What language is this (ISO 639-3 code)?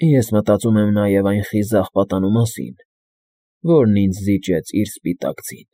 hye